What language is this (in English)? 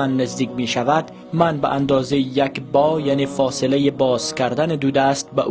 Tajik